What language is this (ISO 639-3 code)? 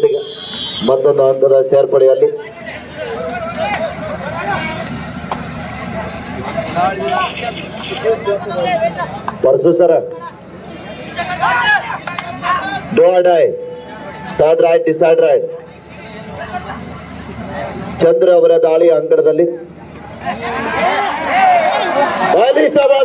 kan